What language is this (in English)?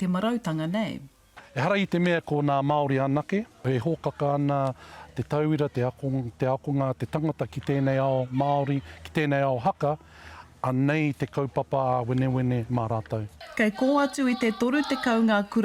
Māori